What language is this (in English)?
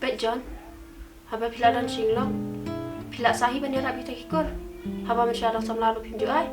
Khasi